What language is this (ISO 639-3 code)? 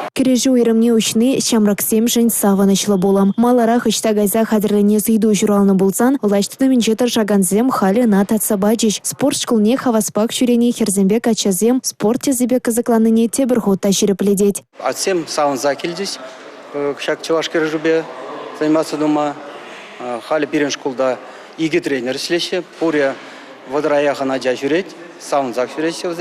chv